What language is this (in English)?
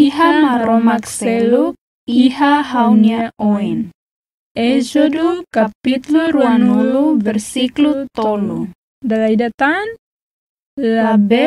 Tetum